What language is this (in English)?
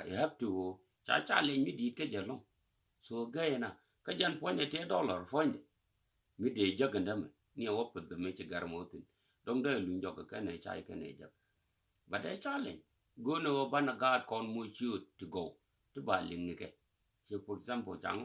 Nuer